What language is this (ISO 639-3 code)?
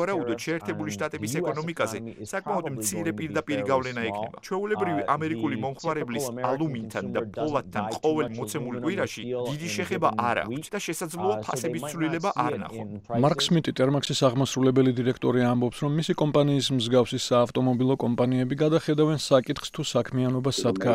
kat